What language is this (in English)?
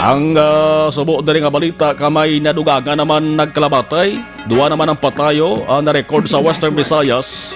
Hiligaynon